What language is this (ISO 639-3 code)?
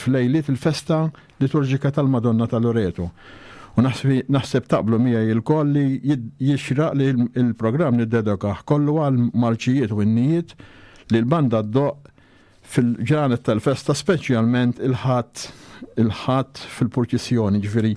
mlt